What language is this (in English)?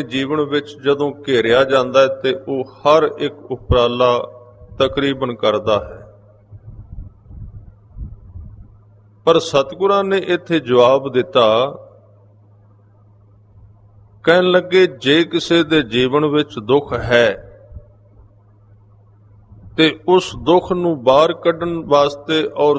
Punjabi